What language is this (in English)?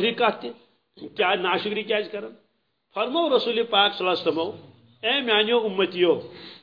Kashmiri